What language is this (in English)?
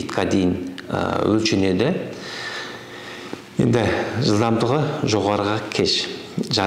Kazakh